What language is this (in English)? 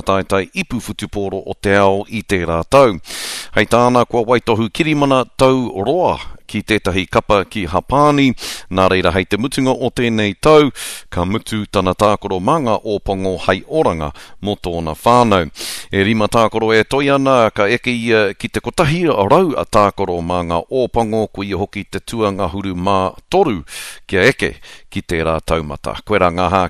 Māori